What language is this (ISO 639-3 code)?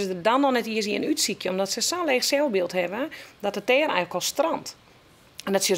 fry